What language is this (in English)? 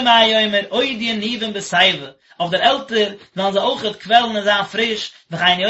Yiddish